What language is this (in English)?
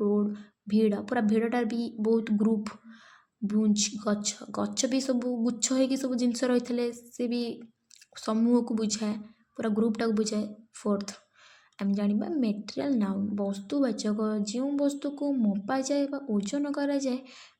Odia